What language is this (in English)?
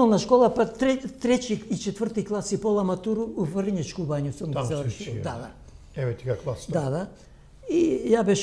Macedonian